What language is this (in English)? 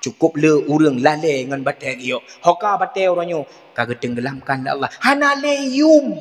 Achinese